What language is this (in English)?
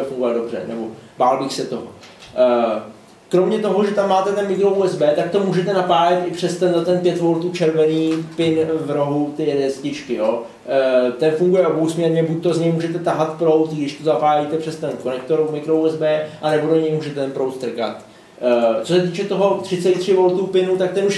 Czech